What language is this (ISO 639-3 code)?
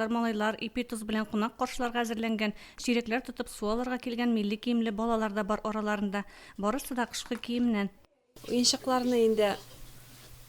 tat